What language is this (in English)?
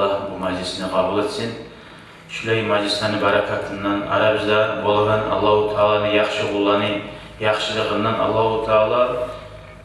Kumyk